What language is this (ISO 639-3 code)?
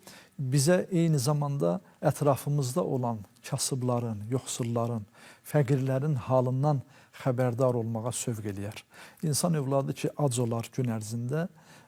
aze